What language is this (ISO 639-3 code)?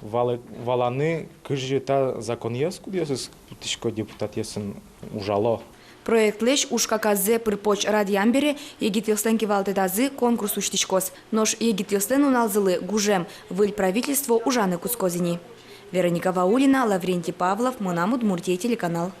udm